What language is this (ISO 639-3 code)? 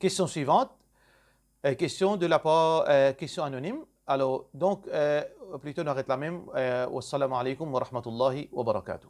mfe